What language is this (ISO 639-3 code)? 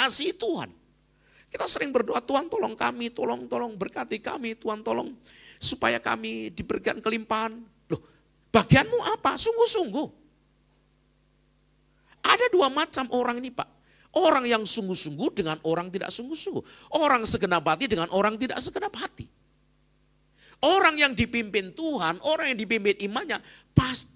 ind